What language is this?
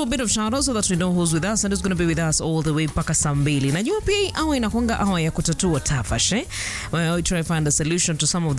Swahili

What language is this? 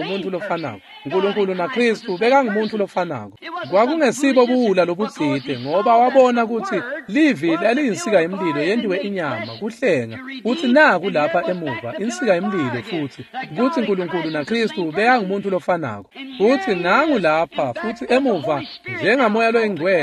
Swati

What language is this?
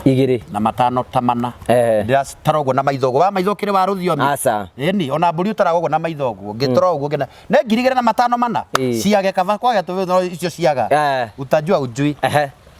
Kikuyu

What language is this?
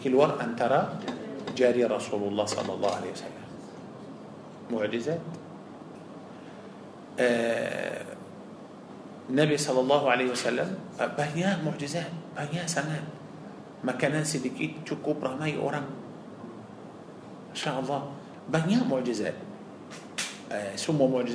Malay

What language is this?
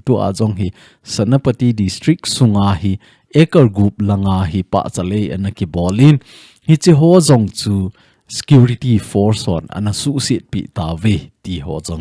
Thado Chin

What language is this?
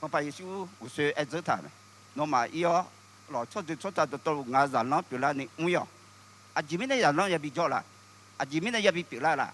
Akha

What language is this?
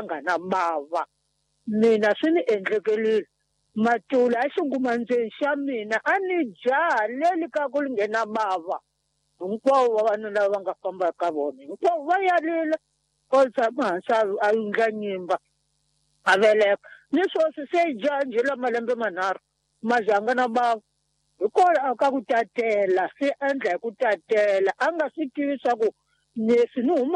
Tsonga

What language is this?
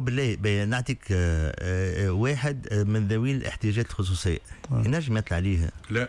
Tunisian Arabic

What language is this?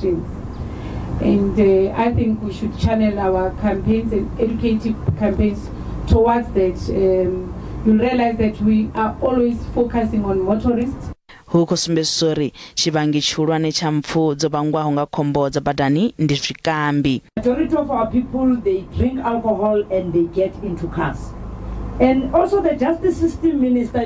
Venda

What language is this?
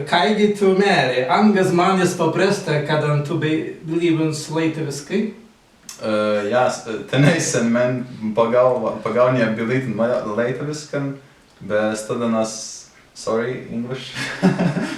Prussian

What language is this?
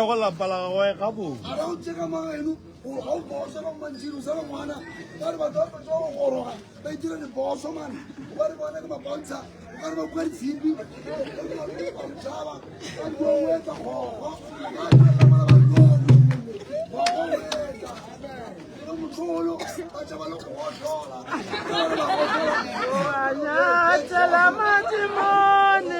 Northern Sotho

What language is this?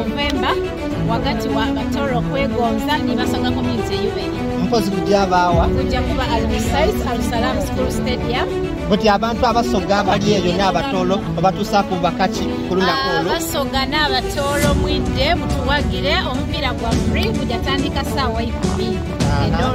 Soga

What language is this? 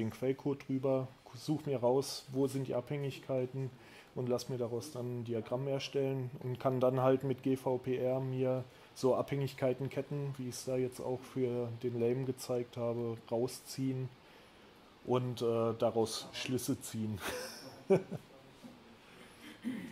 German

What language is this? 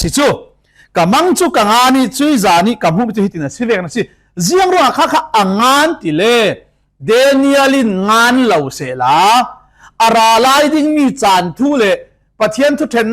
Falam Chin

